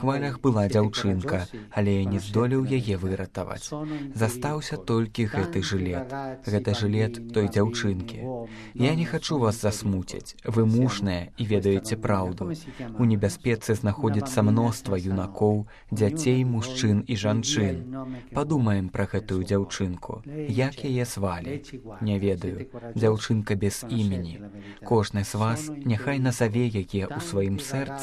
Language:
Belarusian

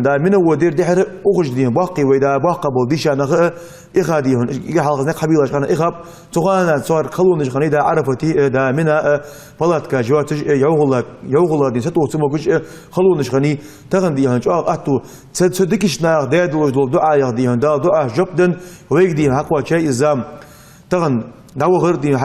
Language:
Ingush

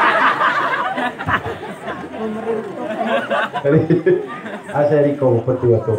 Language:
Maguindanaon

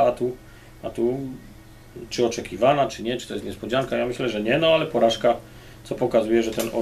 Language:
Polish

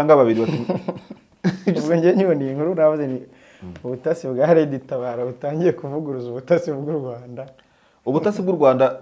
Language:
Kinyarwanda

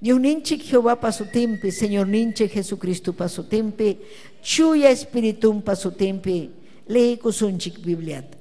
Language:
Ayacucho Quechua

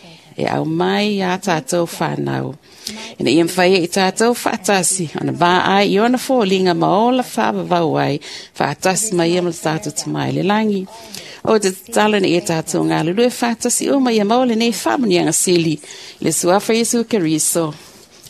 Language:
Samoan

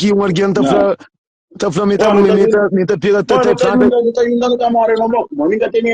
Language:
Kabuverdianu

